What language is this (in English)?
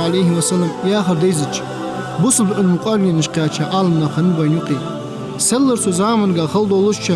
Ingush